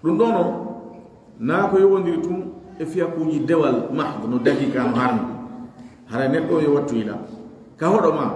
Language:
Pular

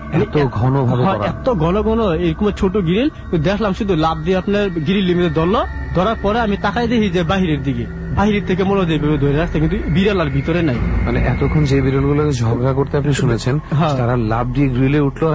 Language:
Bangla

